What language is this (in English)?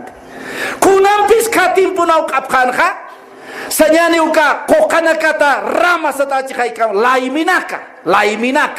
Aymara